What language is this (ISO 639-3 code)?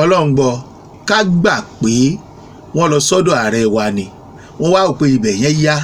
yor